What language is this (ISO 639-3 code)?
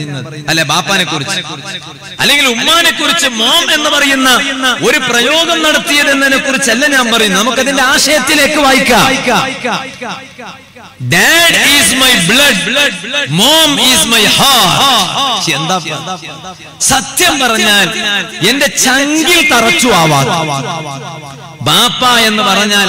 mal